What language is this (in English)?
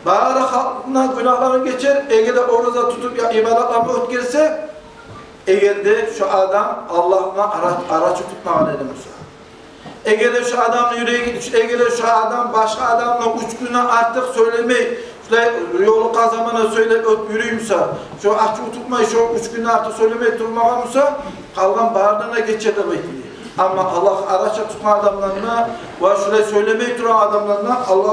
Kumyk